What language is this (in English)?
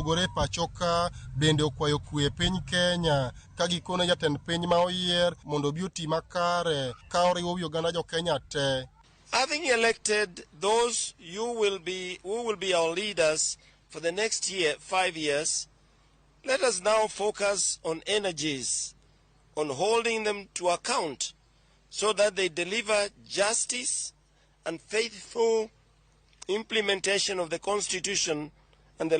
Luo (Kenya and Tanzania)